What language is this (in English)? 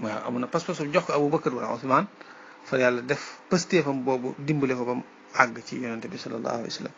Wolof